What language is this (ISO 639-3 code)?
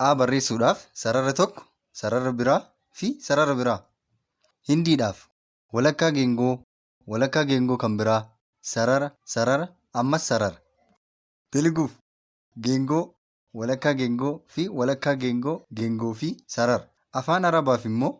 orm